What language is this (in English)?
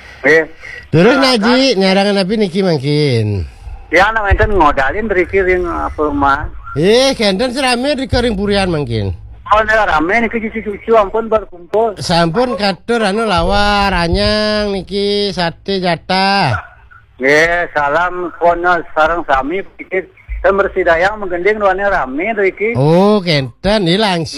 Balinese